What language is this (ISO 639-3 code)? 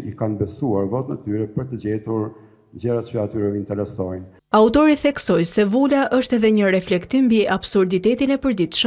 sqi